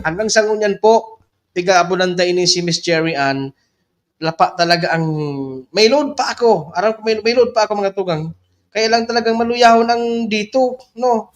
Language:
Bikol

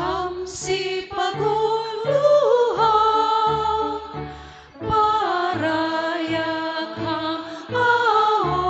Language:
Batak Simalungun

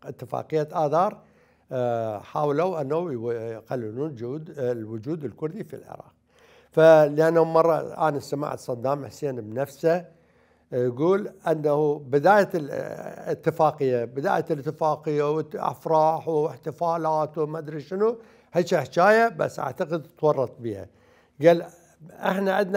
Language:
Mesopotamian Arabic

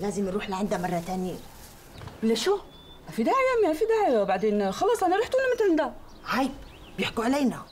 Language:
North Levantine Arabic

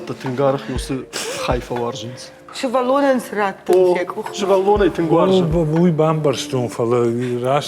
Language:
Ossetic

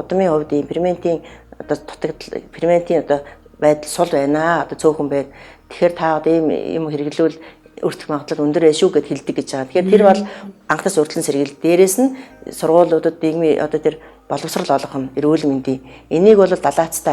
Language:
Mongolian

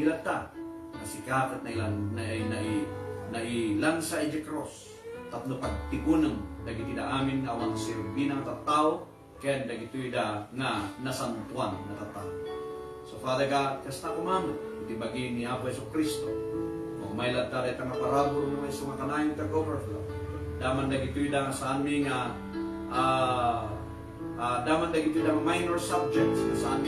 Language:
Iloko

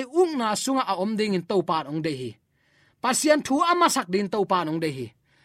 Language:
Tedim Chin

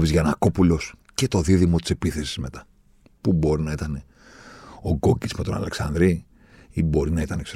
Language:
Greek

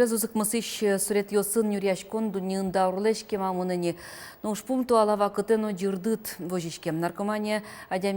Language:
Udmurt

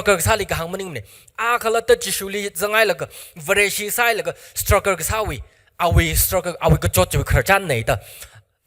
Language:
Tangkhul Naga (India)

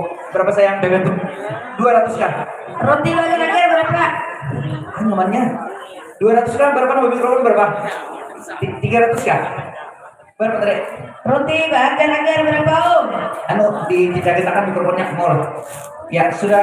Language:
Banjar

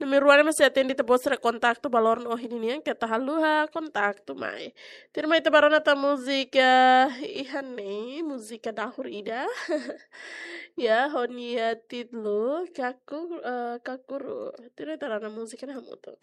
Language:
Tetum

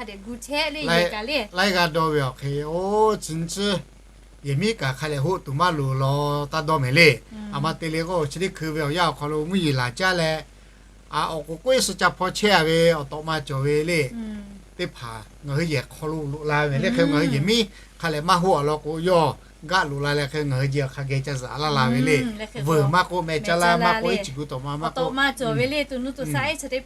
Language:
Lahu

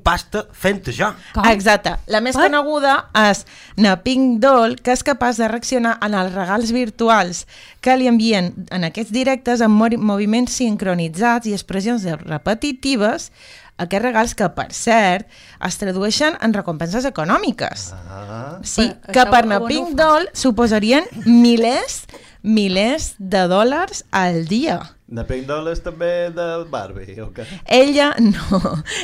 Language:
Catalan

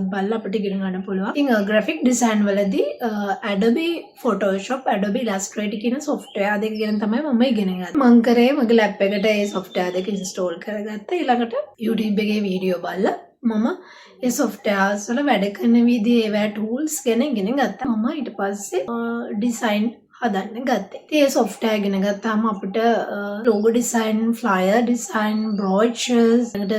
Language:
Sinhala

